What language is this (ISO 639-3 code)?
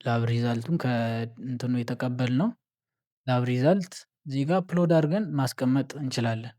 amh